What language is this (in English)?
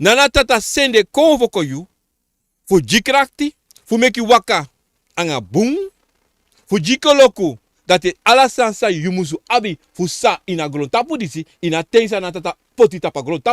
Sranan Tongo